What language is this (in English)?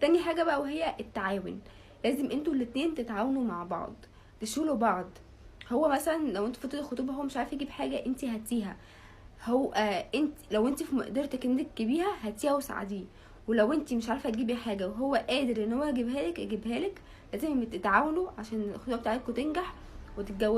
Egyptian Arabic